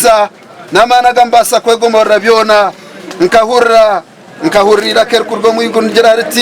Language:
Nyankole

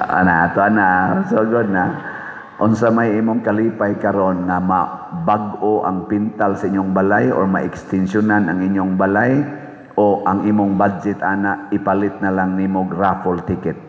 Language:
Cebuano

